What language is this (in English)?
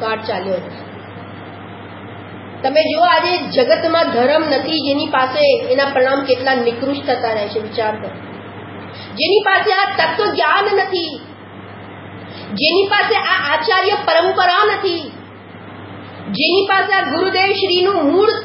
Gujarati